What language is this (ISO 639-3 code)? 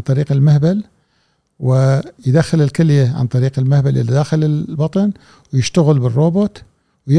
afb